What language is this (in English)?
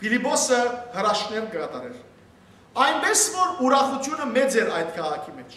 Western Armenian